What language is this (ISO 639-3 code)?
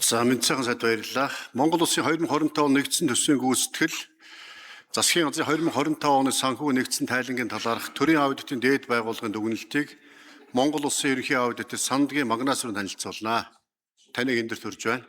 mon